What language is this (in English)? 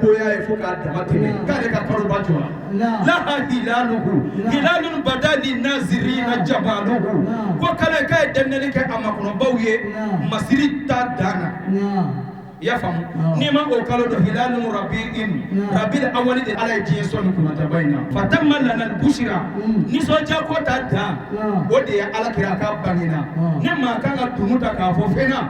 Bambara